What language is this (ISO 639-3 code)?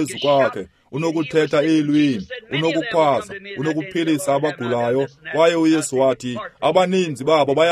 xho